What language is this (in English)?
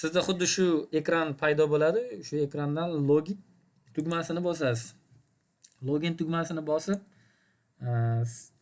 Uzbek